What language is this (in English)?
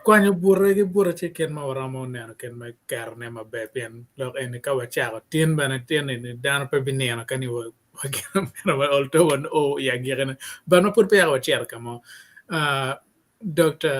Acoli